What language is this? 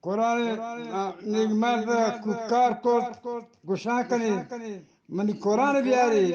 Eastern Balochi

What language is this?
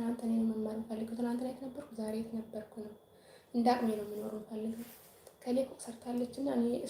Amharic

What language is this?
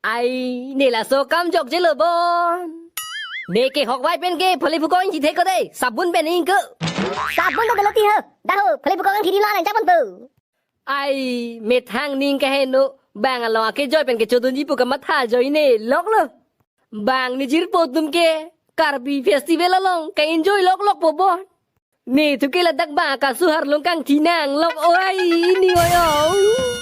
Karbi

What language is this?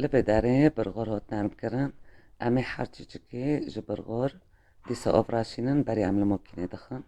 Kurdish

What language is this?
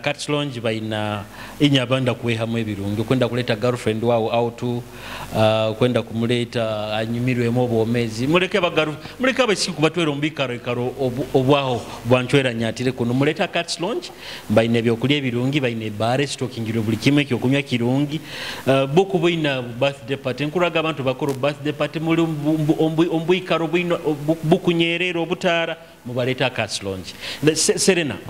Nyoro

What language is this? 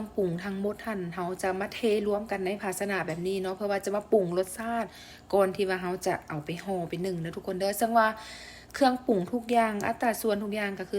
Lao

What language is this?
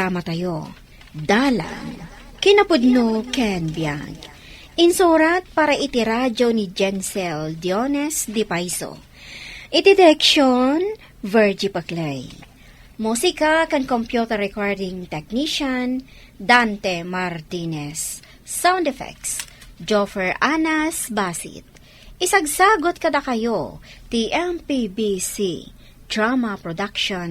Iloko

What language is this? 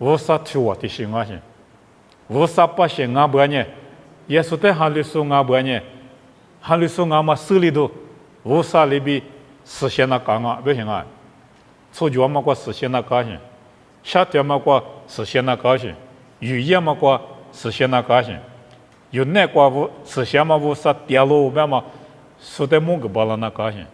Lisu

